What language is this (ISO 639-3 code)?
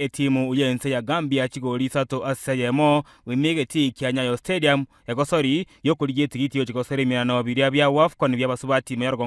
guz